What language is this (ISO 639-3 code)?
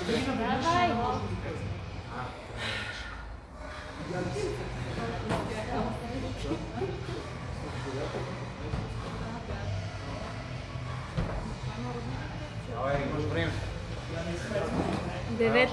bul